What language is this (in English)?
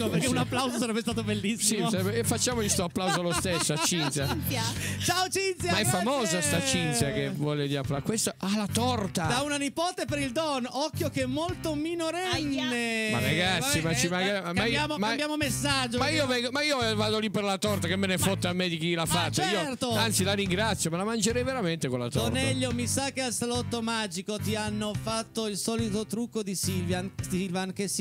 Italian